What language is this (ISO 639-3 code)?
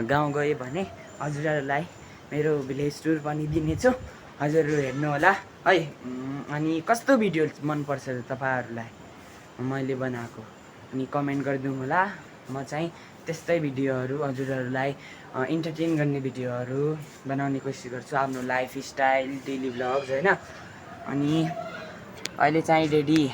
nep